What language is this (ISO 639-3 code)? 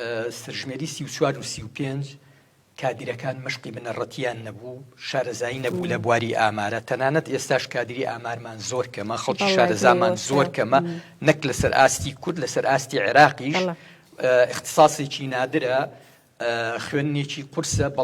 ckb